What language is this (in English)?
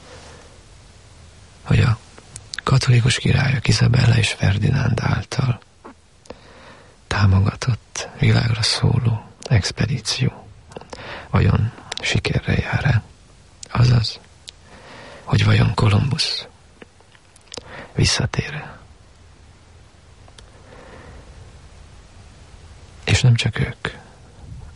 Hungarian